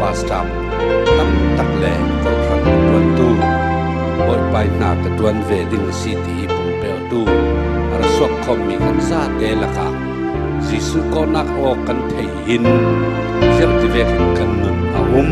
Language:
Falam Chin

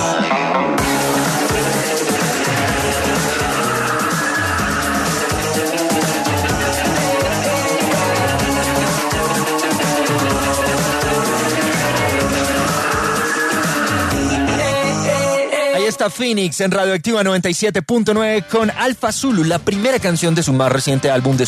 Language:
Spanish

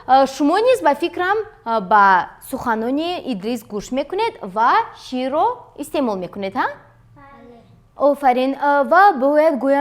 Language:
Tajik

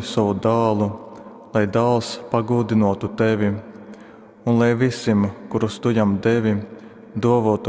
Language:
Latgalian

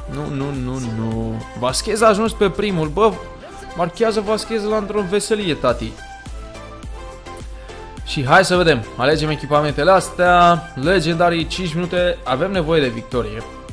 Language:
Romanian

